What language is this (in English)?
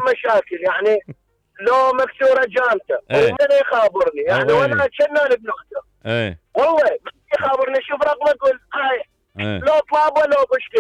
Mesopotamian Arabic